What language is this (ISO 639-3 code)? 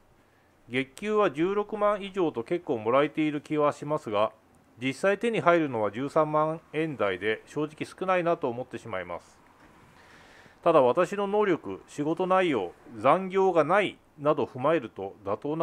jpn